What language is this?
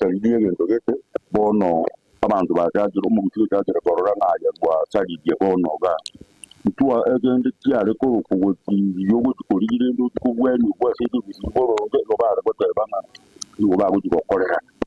Gusii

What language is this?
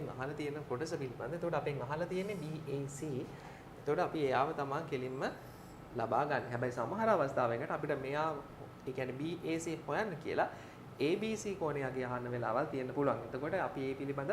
Sinhala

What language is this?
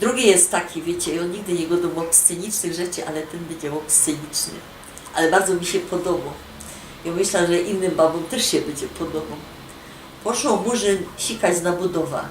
Silesian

